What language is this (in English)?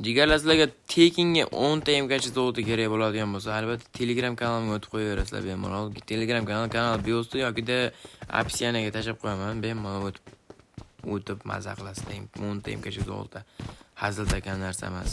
Uzbek